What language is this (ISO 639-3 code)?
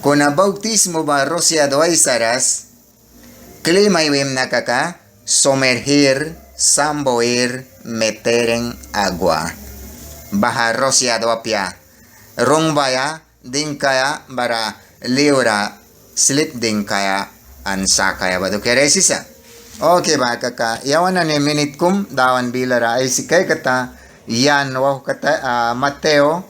miq